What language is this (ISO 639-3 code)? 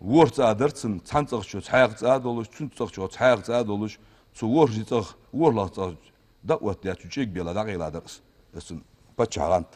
inh